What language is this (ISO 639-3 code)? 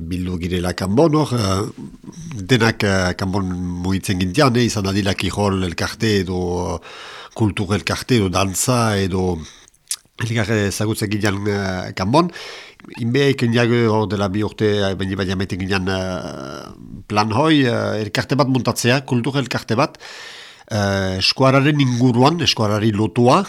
eus